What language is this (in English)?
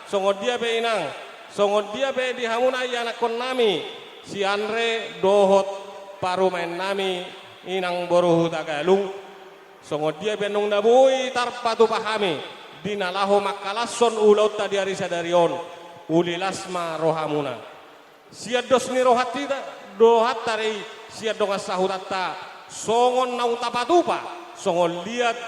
Batak Toba